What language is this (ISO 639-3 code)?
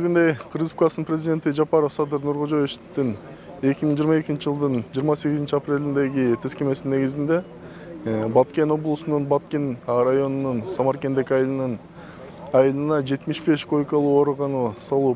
kir